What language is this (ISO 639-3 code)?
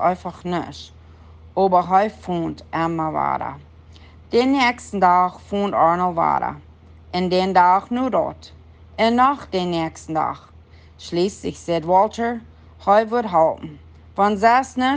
pdt